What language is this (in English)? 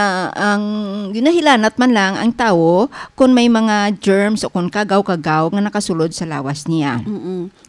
Hiligaynon